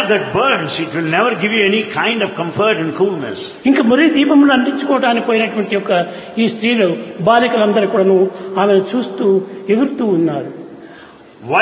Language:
Telugu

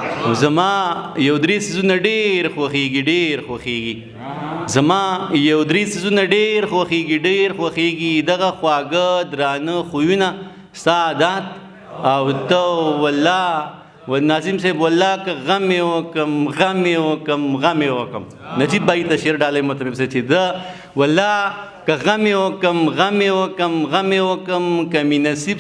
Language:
Pashto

